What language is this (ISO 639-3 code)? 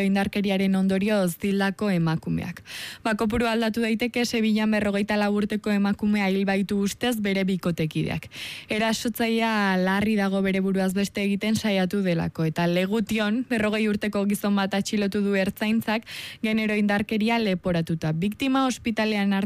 eus